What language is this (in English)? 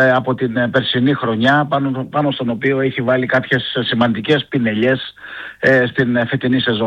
Greek